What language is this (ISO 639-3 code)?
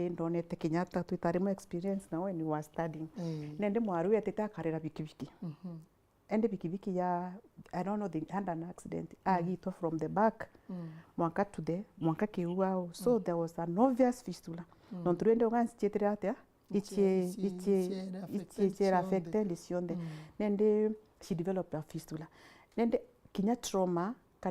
mer